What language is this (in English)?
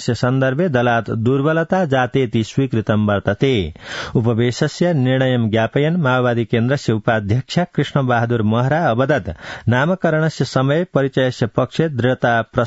Sanskrit